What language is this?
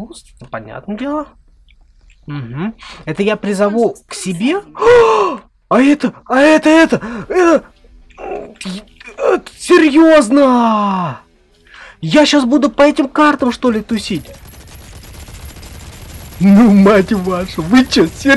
Russian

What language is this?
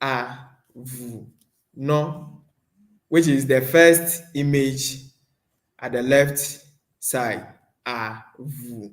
Ewe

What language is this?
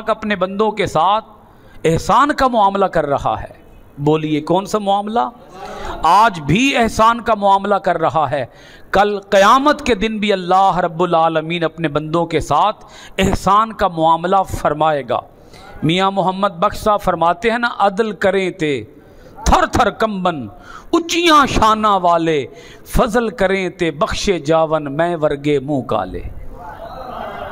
Urdu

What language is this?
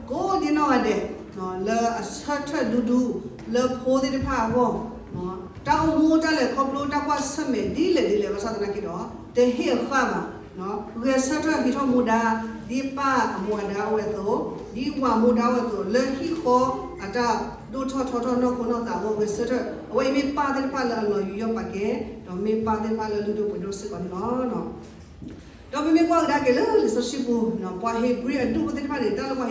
S'gaw Karen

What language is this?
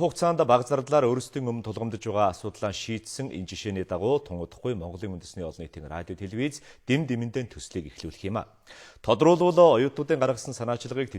Mongolian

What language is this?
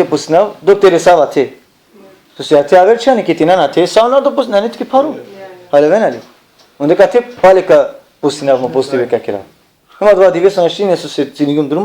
Balkan Romani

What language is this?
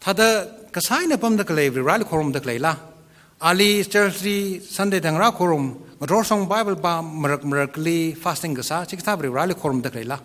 Tangkhul Naga (India)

